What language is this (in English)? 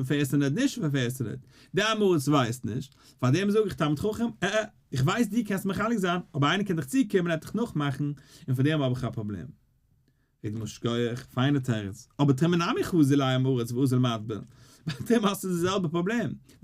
Yiddish